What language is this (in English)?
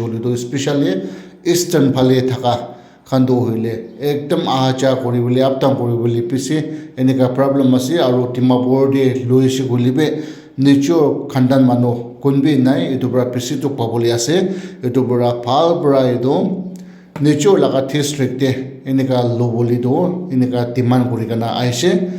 Naga Pidgin